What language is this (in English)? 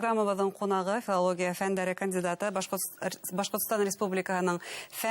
Bashkir